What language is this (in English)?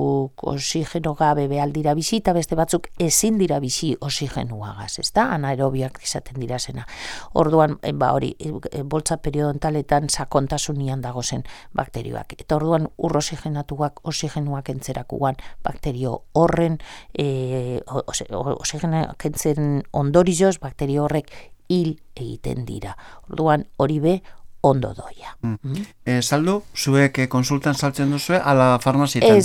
Basque